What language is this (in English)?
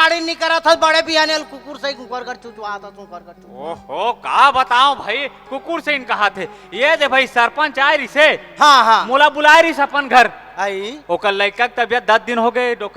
Chhattisgarhi